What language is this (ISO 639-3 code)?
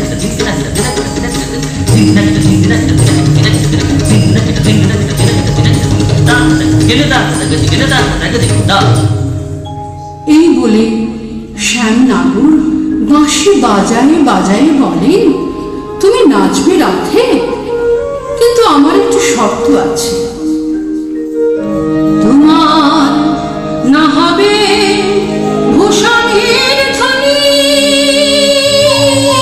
ben